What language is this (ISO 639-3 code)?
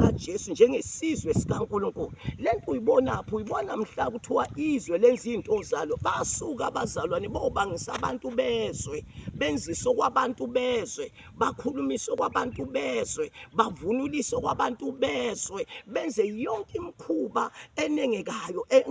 zul